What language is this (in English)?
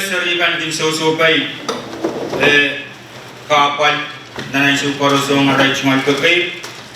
Pohnpeian